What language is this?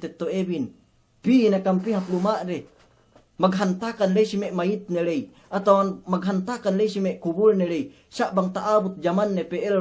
Yakan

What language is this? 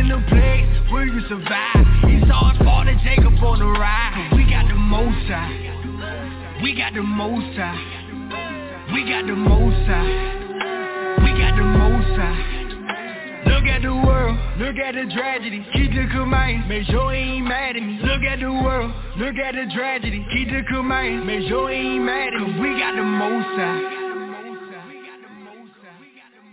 English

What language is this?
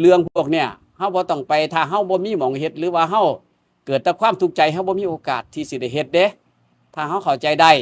Northeastern Thai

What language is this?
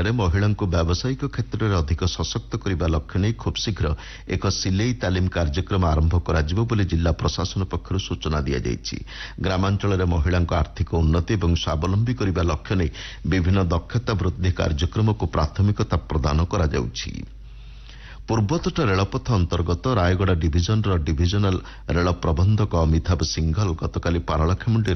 Odia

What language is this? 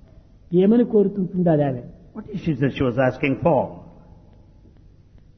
Telugu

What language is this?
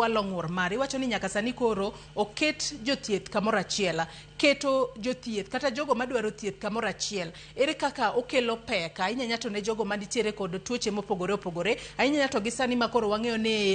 Luo (Kenya and Tanzania)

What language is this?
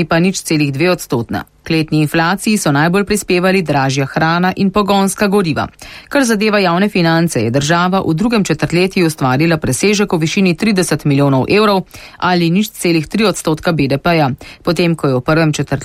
Slovenian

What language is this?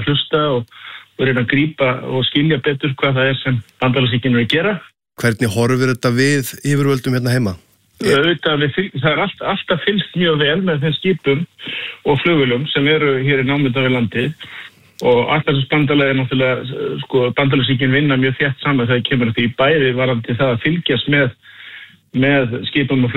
Icelandic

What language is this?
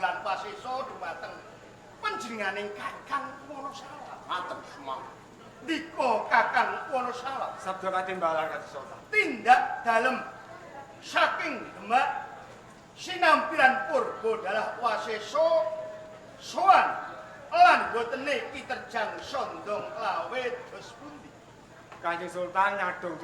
Javanese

